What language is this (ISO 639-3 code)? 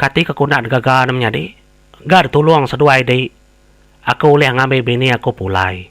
iba